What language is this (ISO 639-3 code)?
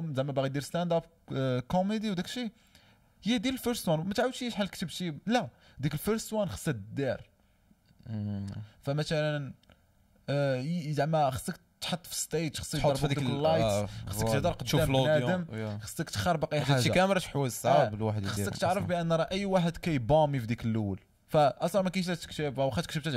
ary